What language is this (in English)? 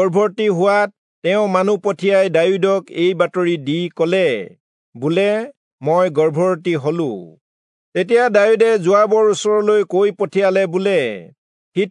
Assamese